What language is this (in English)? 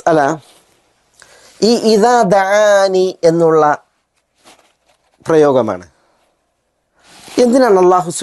Malayalam